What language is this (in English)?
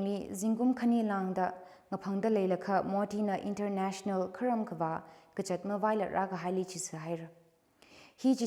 Tangkhul Naga (India)